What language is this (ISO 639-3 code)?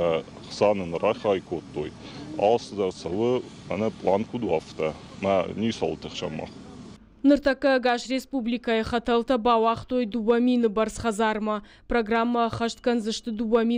oss